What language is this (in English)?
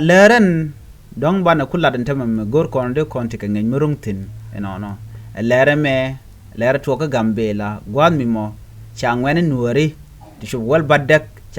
Nuer